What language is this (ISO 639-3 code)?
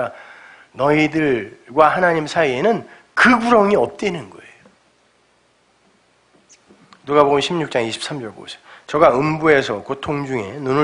kor